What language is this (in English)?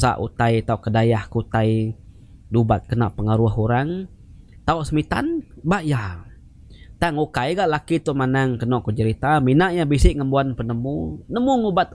Iban